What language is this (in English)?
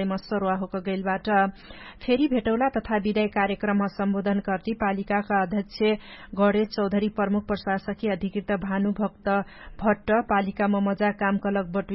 Dangaura Tharu